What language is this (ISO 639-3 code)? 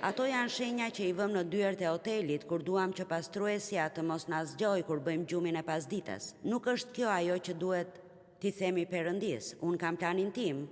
sqi